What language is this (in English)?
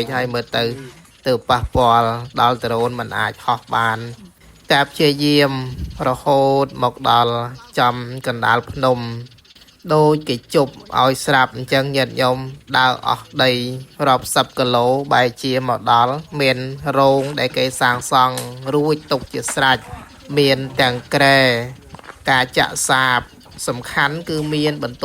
Khmer